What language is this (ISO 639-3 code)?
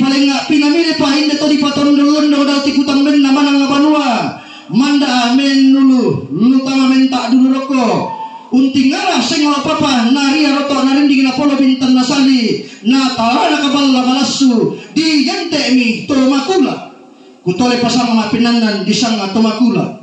sda